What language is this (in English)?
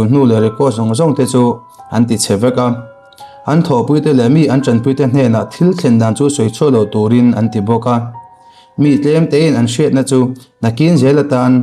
Mizo